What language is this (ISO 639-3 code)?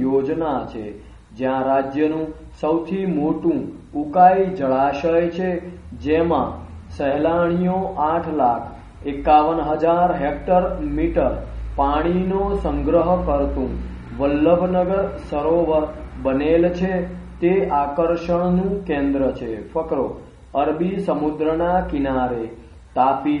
guj